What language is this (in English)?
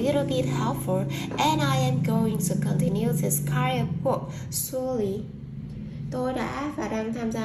Vietnamese